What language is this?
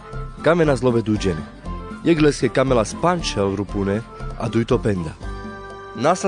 Carpathian Romani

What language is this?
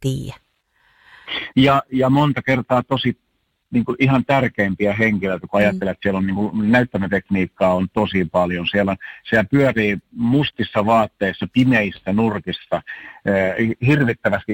Finnish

